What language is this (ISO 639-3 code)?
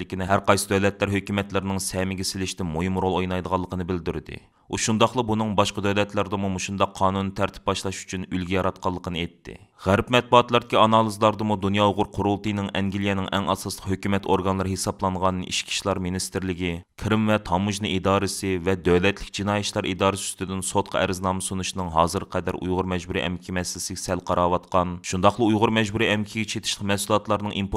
uig